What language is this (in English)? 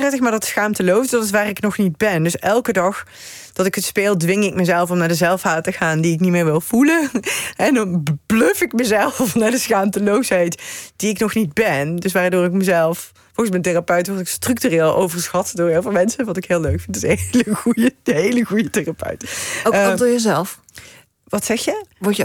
Dutch